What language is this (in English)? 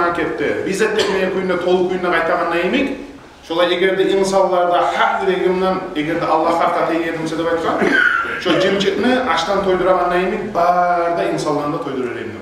Kumyk